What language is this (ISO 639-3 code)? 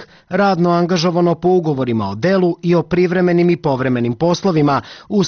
srp